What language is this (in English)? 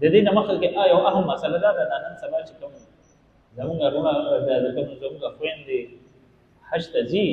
Pashto